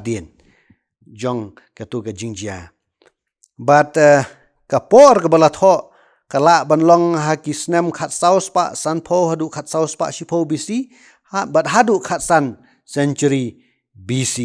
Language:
Khasi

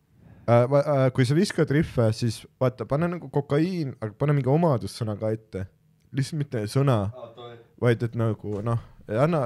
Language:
Estonian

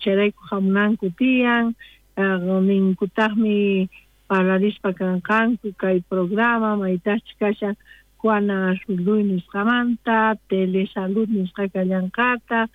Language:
South Bolivian Quechua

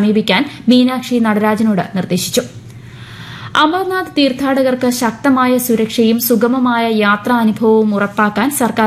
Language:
Malayalam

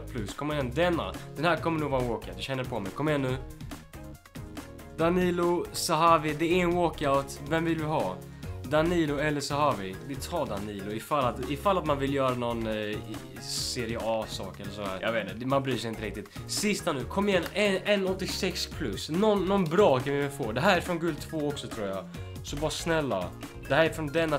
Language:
Swedish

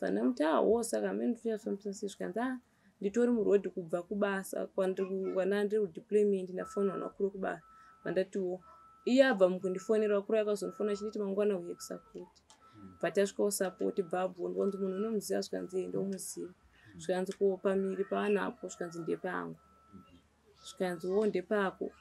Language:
Shona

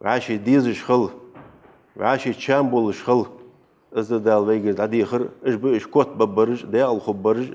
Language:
Ingush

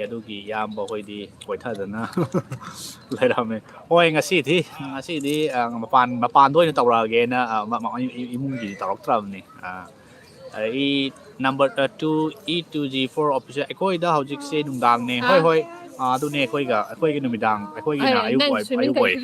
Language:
Manipuri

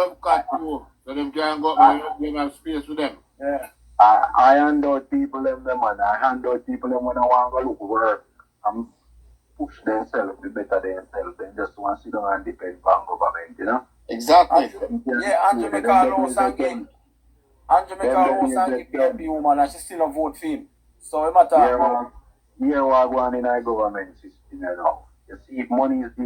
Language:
Jamaican Creole English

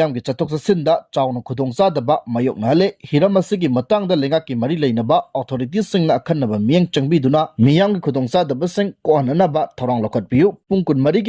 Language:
Manipuri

